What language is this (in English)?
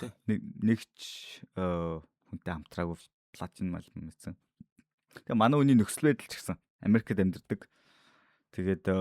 Mongolian